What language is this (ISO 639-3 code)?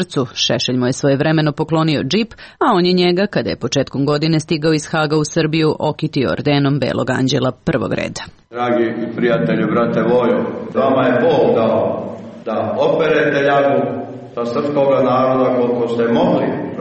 srp